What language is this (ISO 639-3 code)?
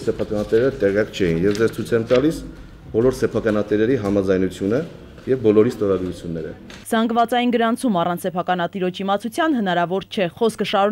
hye